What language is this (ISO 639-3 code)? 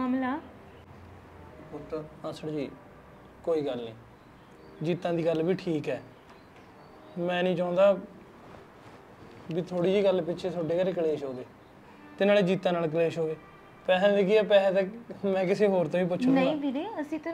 pan